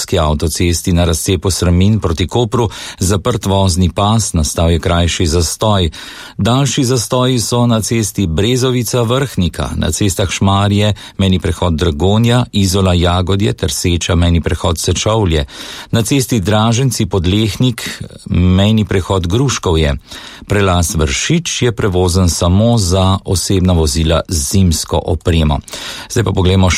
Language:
Slovenian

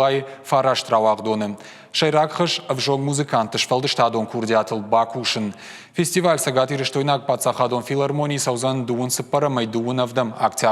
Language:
Ossetic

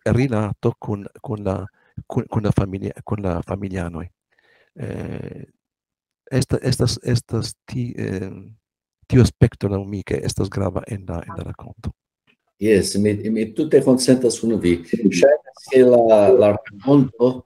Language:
Esperanto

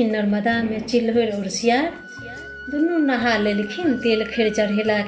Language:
Maithili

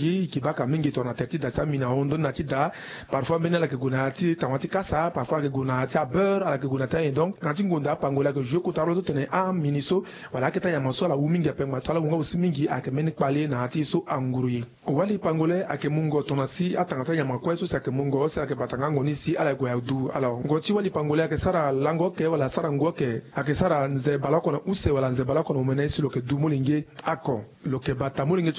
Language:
Sango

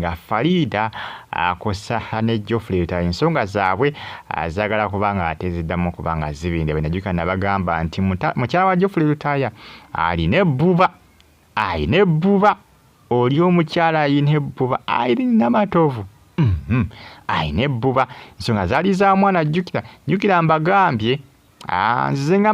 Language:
Ganda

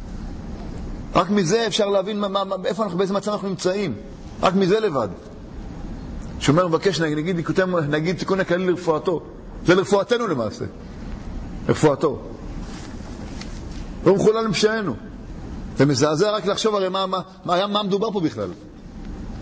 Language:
Hebrew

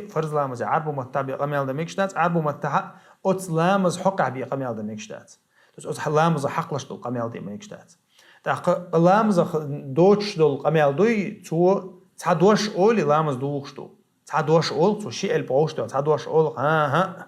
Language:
Chechen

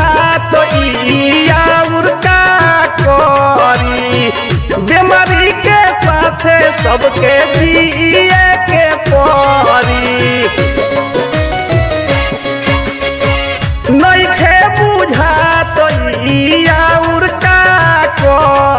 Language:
Bhojpuri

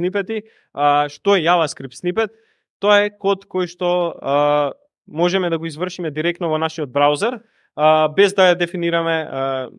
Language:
Macedonian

